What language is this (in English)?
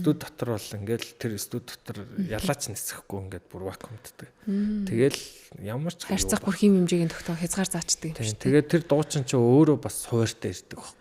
Mongolian